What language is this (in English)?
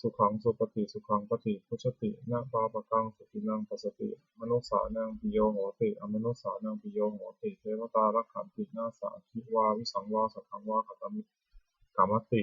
Pali